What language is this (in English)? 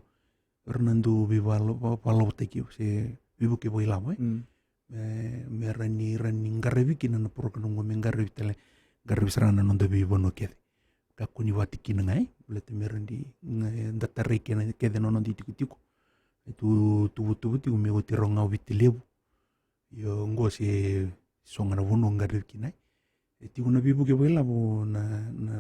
Fijian